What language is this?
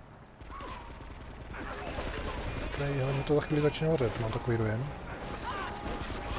Czech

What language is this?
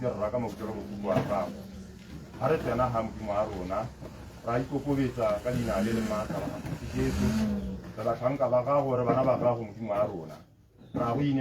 Tswana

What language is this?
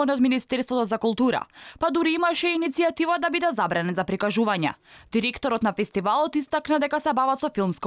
Macedonian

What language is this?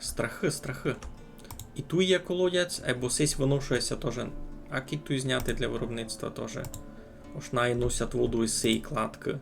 Rusyn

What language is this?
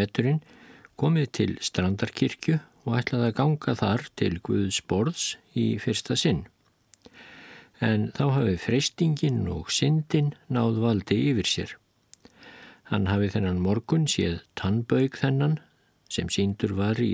Icelandic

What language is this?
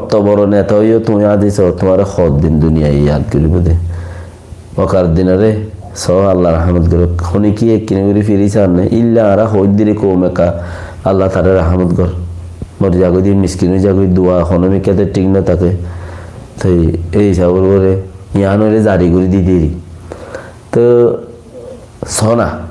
Rohingya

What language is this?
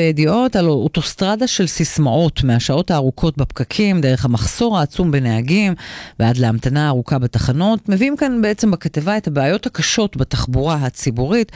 Hebrew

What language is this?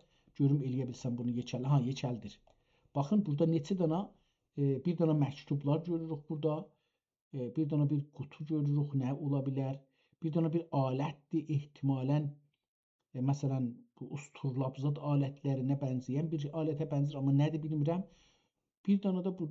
South Azerbaijani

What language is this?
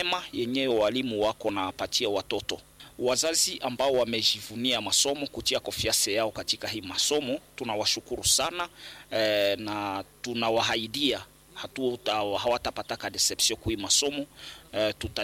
Swahili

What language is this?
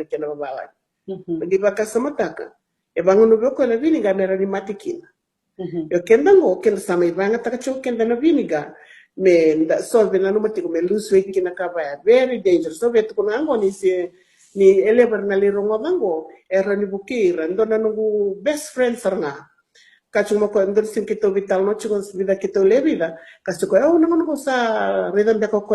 Fijian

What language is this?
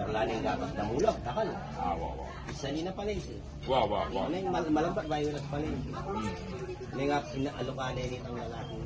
Pampanga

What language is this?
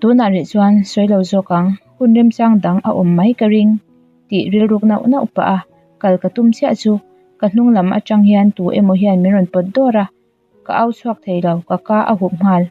Mizo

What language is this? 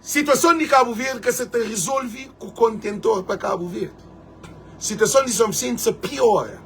Kabuverdianu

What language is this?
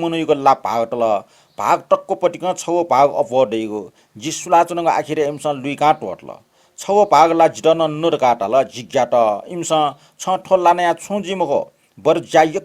Newari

